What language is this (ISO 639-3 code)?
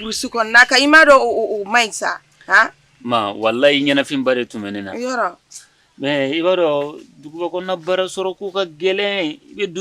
bam